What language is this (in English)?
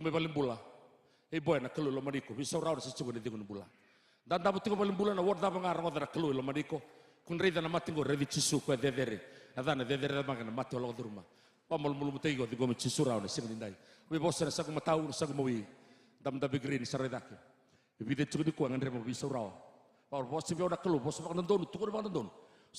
Fijian